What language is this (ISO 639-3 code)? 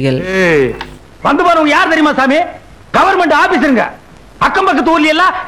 tam